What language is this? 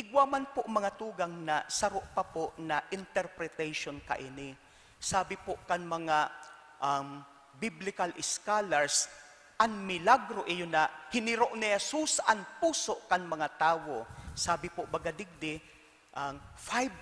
Bikol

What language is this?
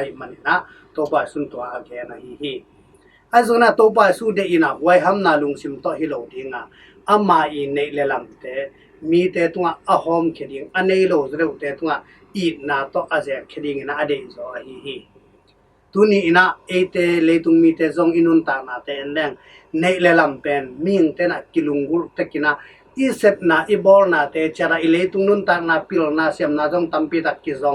Tedim Chin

